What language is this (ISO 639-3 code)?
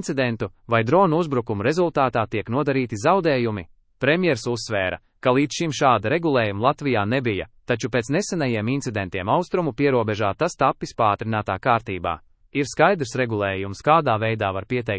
lav